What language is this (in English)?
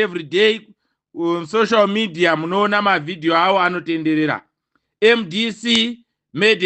Shona